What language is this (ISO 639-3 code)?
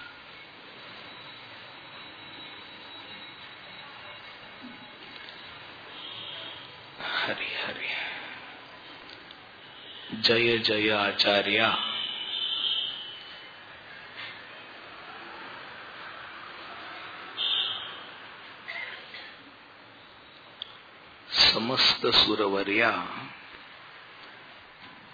mar